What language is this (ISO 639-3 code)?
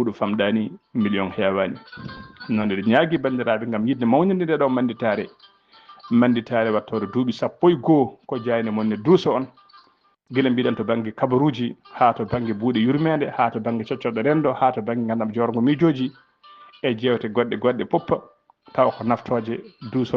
ful